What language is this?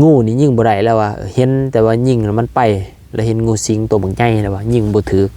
Lao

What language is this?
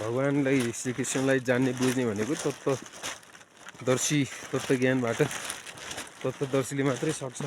Nepali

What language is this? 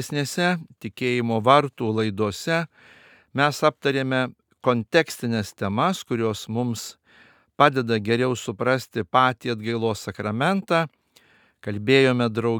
Lithuanian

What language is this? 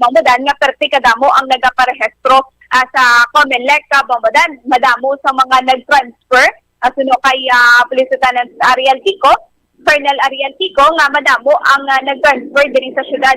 Hiligaynon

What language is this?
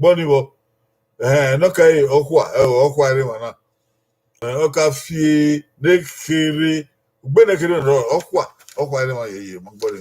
Bini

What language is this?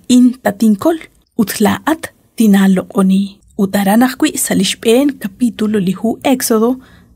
Kekchí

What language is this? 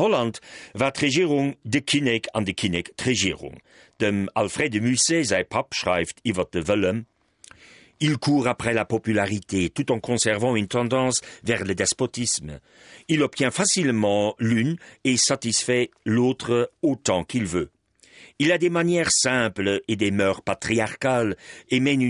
Luxembourgish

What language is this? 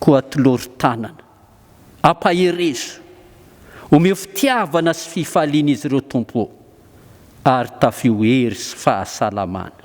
Malagasy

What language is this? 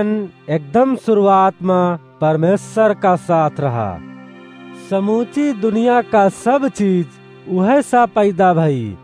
Awadhi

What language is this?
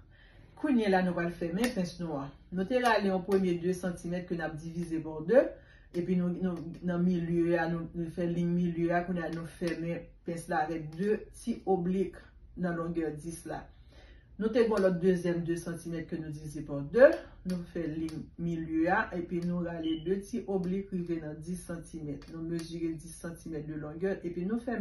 Haitian Creole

